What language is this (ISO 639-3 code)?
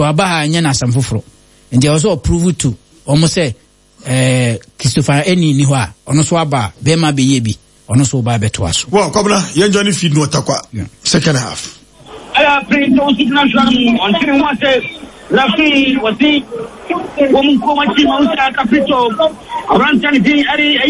aka